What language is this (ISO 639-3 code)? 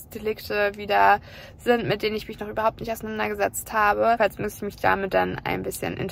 deu